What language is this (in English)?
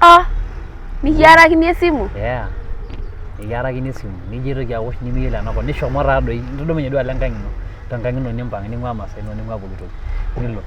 Masai